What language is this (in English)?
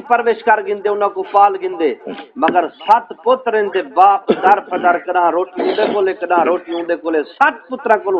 Saraiki